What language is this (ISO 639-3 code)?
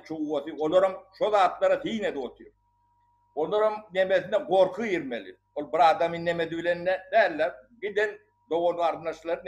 tuk